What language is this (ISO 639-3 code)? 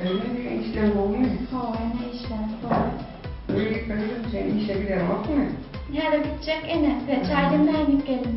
tuk